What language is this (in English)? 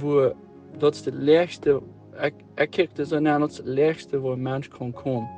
Plautdietsch